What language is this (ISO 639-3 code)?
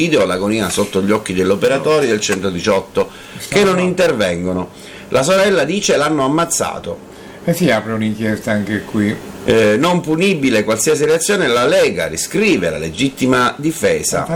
ita